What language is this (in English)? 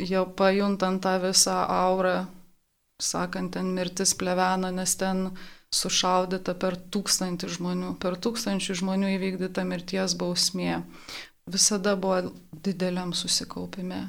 Lithuanian